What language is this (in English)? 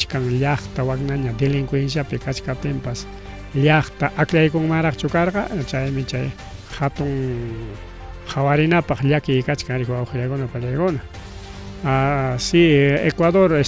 Ayacucho Quechua